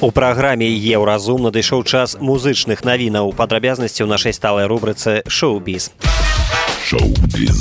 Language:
Belarusian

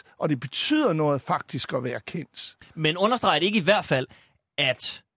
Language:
Danish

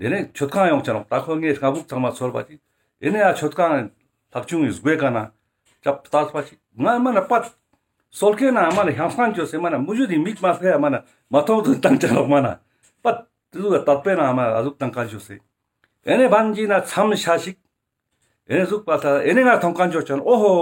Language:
Ladakhi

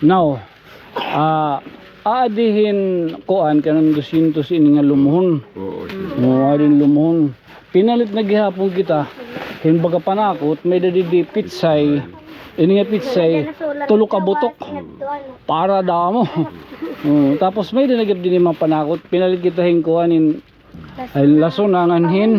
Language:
Waray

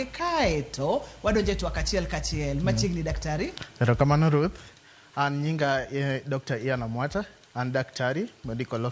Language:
Luo (Kenya and Tanzania)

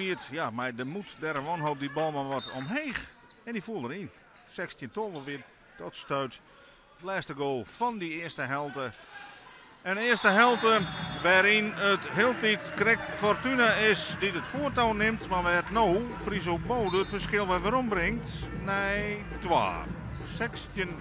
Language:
Western Frisian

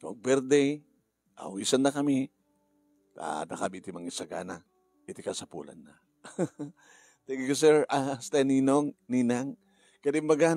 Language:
Iloko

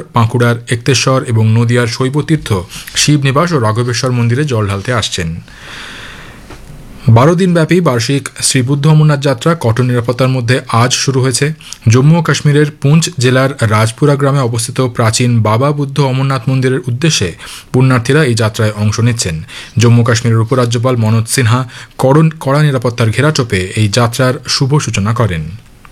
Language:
Bangla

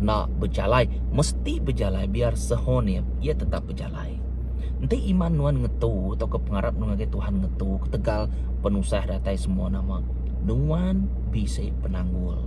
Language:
Iban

